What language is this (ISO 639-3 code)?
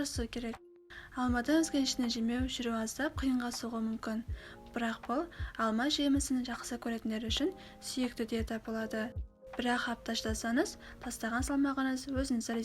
kaz